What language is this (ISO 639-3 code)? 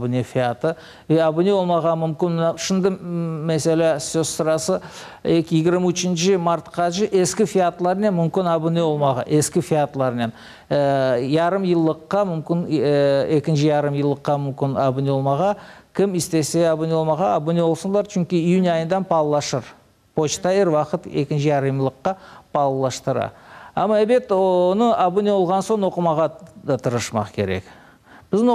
crh